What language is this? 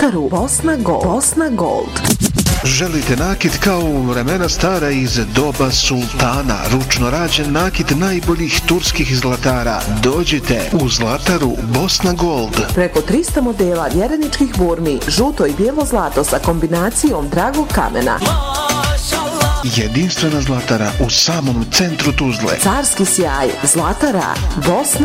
Bosnian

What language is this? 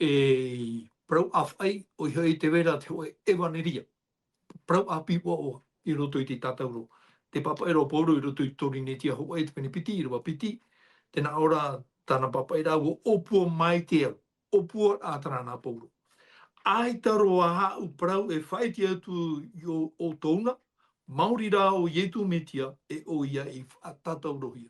Tahitian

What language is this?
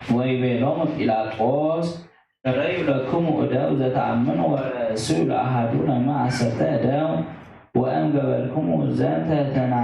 Geez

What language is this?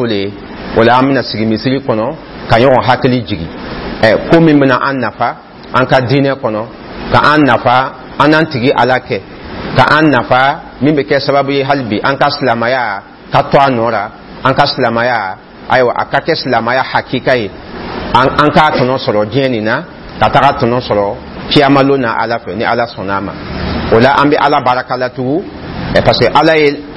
Dyula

